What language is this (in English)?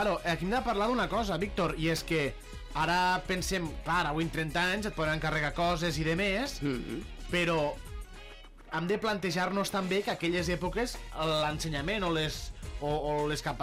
Catalan